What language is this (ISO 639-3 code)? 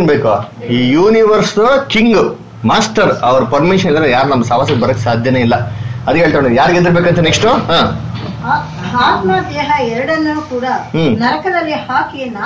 kan